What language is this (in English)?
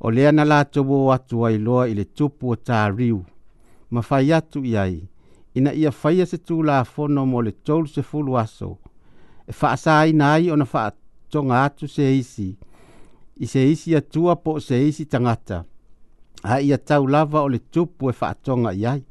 Samoan